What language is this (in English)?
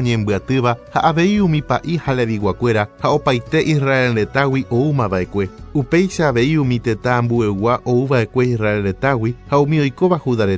Guarani